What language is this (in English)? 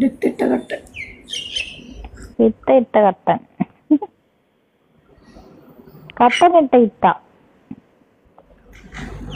Malayalam